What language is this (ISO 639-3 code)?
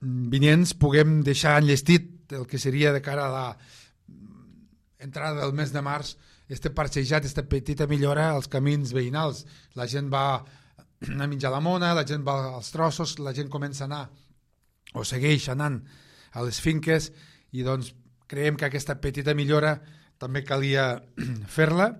cat